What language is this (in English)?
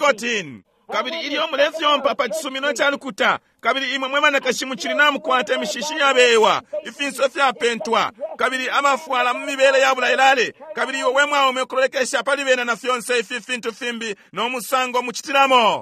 Bemba